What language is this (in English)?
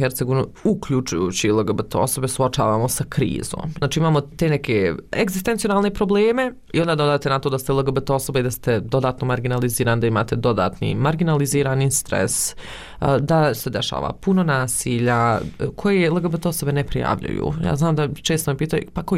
Bosnian